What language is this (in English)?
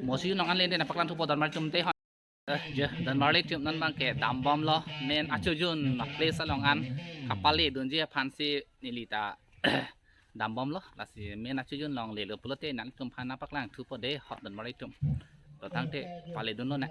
Karbi